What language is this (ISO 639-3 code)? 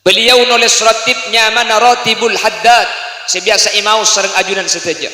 mad